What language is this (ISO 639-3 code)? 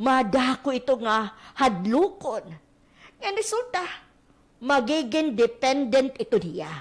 war